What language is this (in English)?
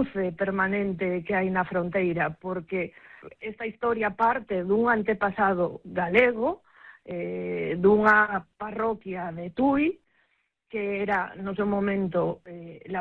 Galician